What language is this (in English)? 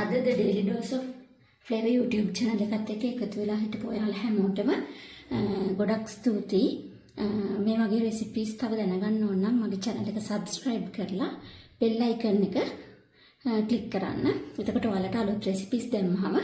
Sinhala